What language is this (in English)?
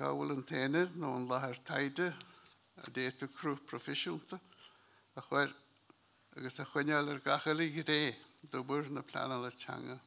Irish